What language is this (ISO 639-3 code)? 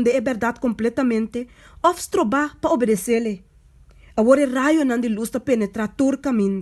pap